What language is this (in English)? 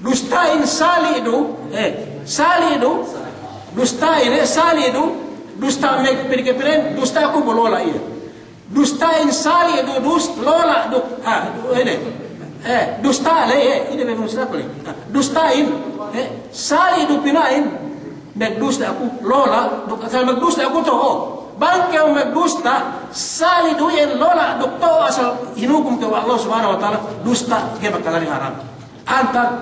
Yakan